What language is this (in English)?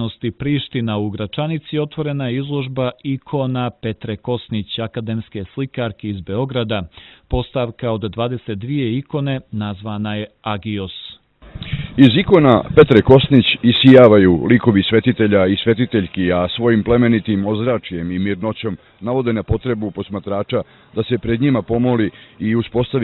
Serbian